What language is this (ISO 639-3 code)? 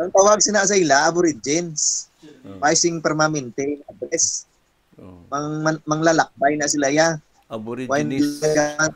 hil